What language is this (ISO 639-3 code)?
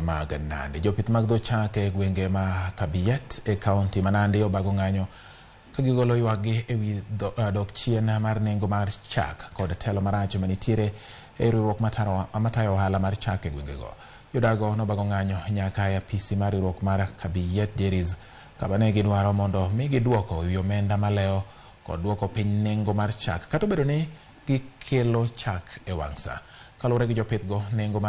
luo